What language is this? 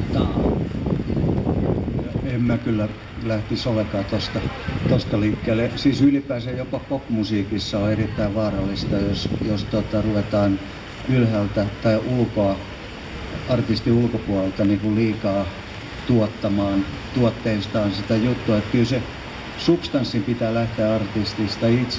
Finnish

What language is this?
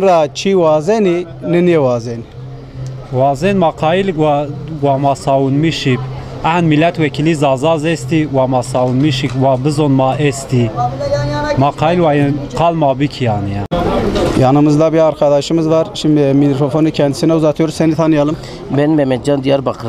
Zaza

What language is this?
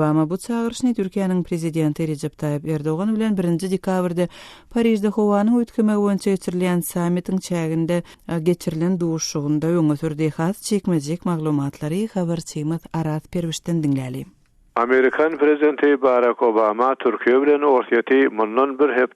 Turkmen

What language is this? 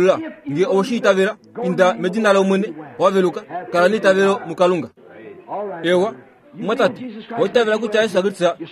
Kuanyama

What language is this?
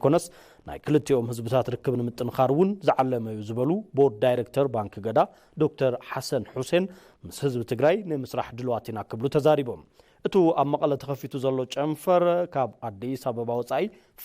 Tigrinya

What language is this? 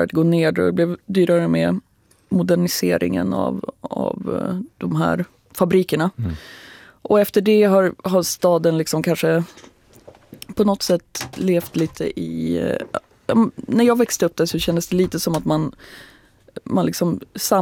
Swedish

